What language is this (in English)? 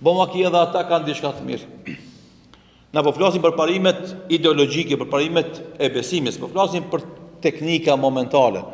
Albanian